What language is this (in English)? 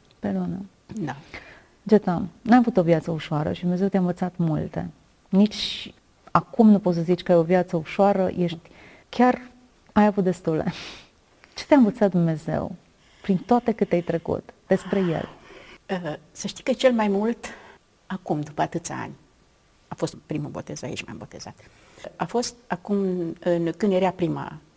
Romanian